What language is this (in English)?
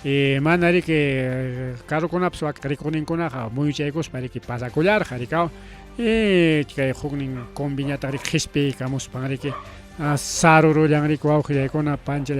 Ayacucho Quechua